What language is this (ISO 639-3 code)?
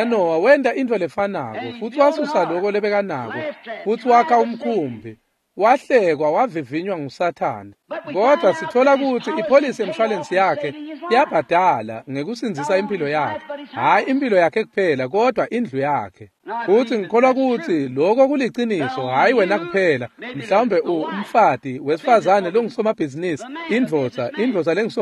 ssw